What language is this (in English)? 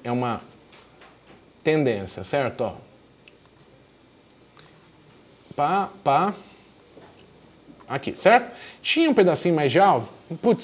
Portuguese